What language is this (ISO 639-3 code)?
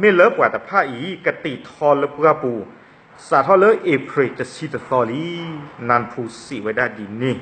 ksw